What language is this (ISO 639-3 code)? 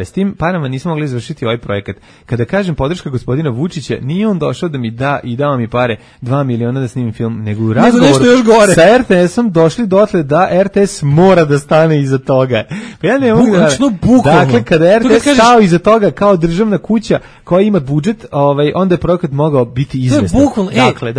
srp